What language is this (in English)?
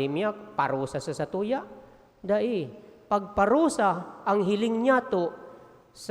Bikol